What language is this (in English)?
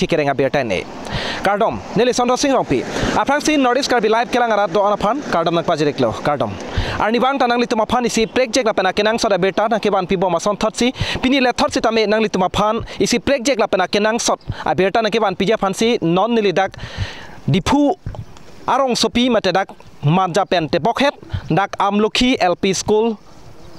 Karbi